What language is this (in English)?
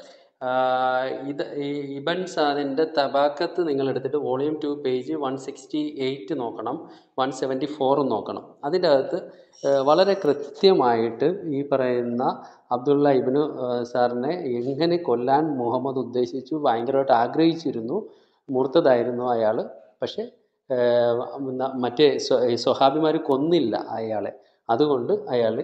Malayalam